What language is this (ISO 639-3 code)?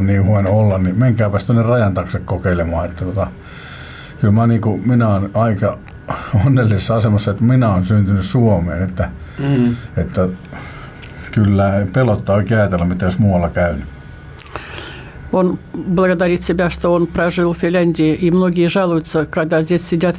fin